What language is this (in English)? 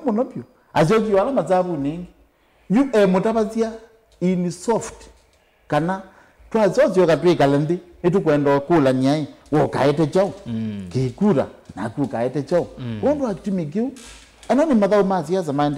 Kamba